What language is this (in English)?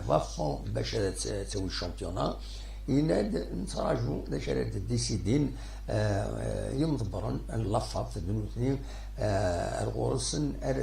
Kabyle